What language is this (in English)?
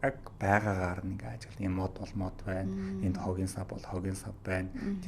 Mongolian